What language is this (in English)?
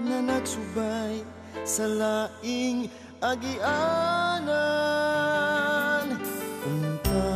Cebuano